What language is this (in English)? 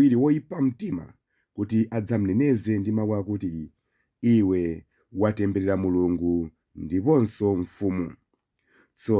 Nyanja